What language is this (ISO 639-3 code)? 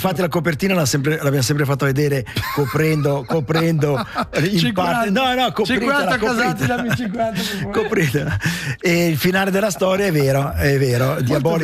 ita